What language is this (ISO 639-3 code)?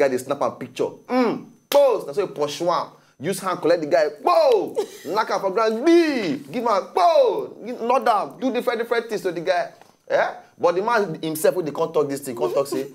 pcm